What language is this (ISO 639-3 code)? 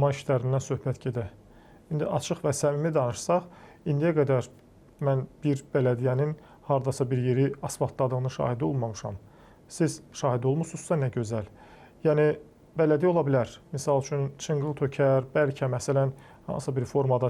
aze